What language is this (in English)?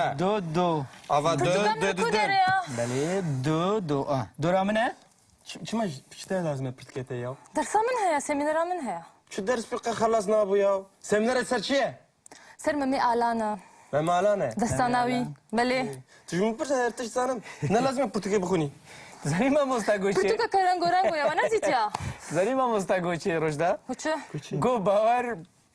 Kurdish